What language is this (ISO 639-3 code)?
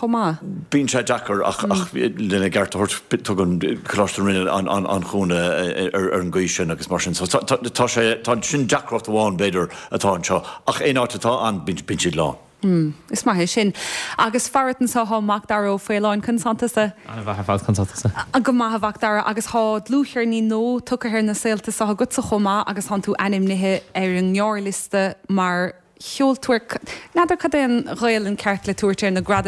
gle